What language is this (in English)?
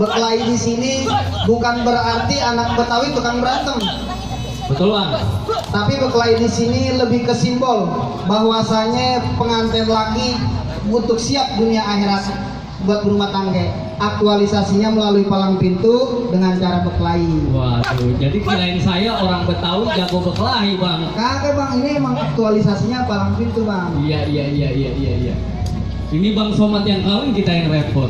Betawi